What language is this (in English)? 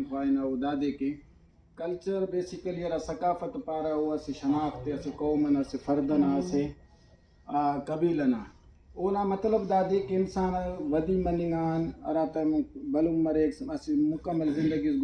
Brahui